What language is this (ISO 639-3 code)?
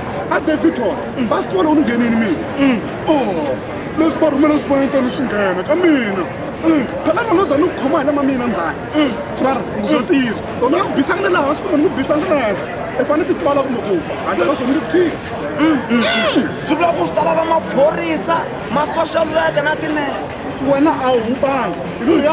tso